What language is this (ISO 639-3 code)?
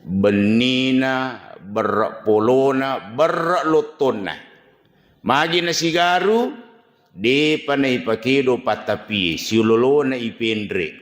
bug